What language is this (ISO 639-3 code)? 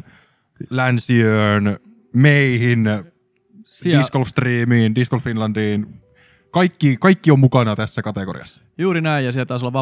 fin